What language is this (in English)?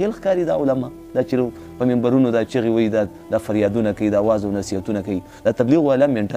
Pashto